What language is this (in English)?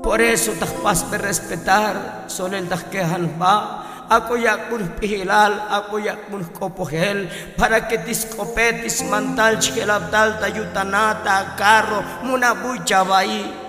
Tzotzil